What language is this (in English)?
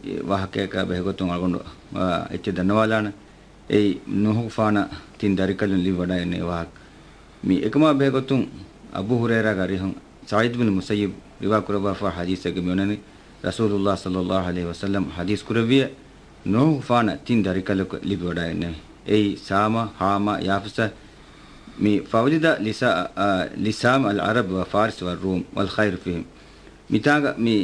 Divehi